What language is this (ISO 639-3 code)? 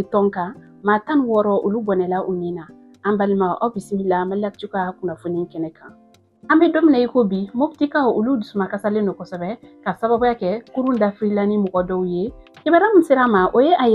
bam